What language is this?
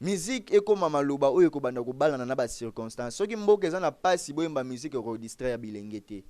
Lingala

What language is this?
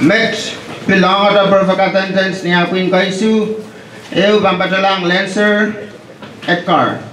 Pohnpeian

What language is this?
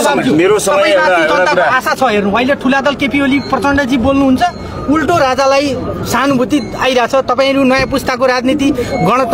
Nepali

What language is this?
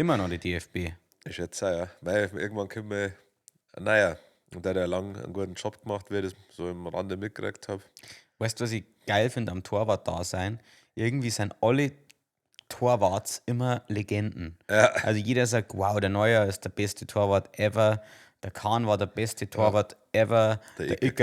Bavarian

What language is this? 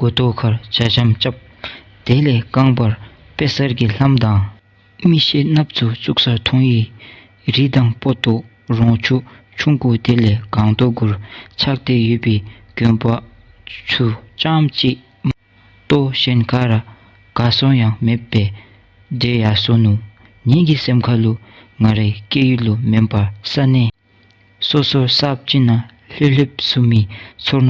Dzongkha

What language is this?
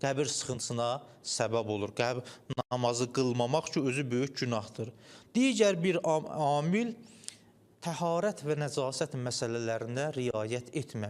Azerbaijani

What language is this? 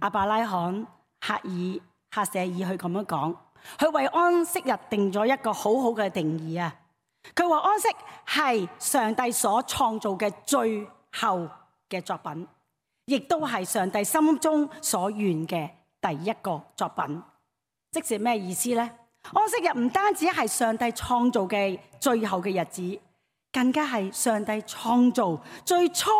Cantonese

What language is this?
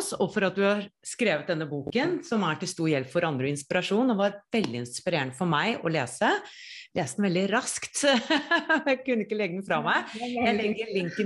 Norwegian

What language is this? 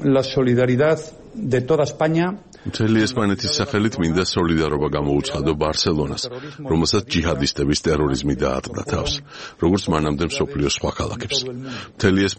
Georgian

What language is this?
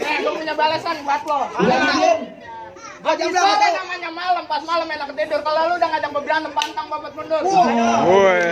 Betawi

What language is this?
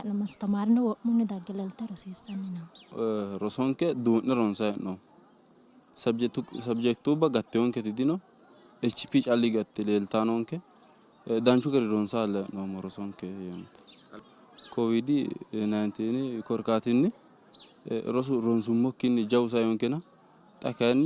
Sidamo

